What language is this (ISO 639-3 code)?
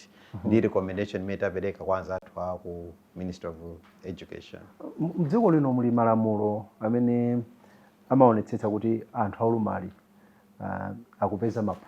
nya